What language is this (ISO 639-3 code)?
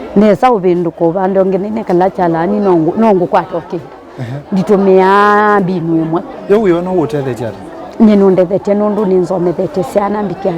kam